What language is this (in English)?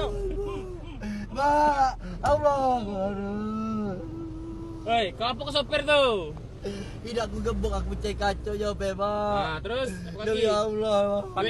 Musi